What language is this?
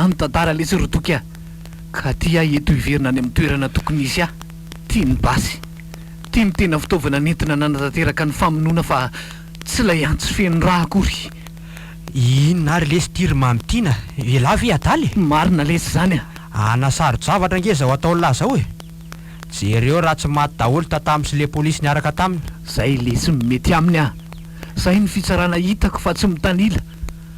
Malagasy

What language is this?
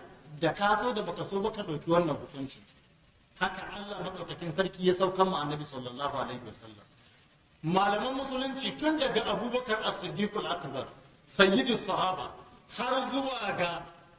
Hausa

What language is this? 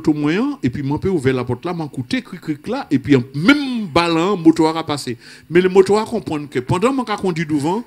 French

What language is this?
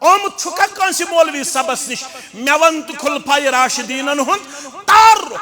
Kashmiri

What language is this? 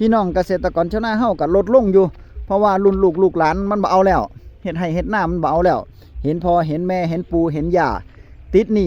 Northeastern Thai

